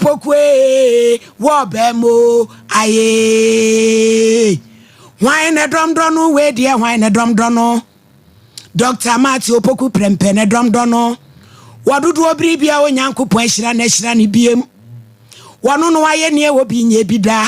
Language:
Akan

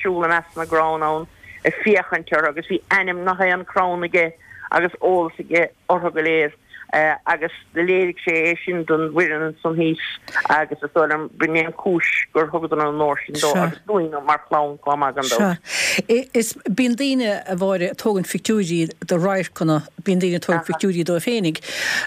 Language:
Irish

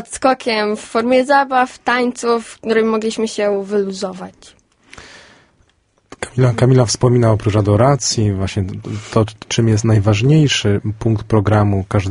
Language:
Polish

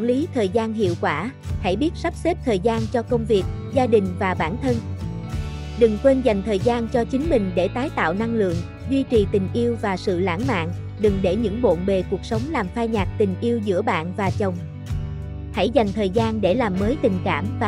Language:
Vietnamese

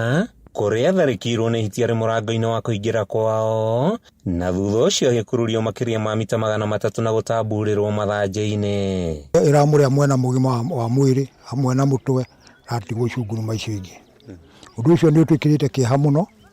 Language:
Kikuyu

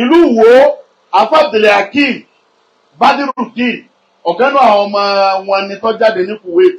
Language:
Yoruba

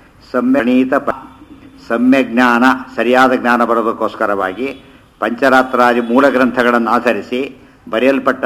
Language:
Kannada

